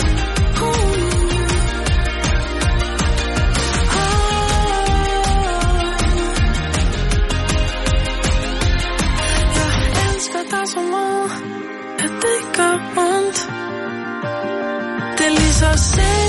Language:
Danish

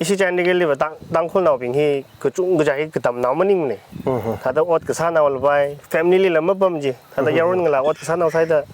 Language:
Tangkhul Naga (India)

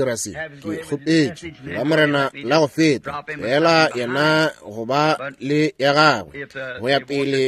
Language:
Northern Sotho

